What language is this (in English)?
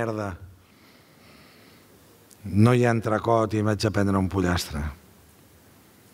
Catalan